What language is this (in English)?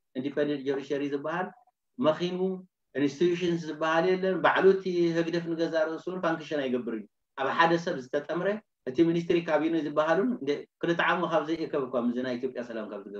Tigrinya